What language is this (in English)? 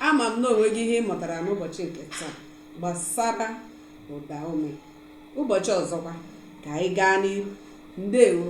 Igbo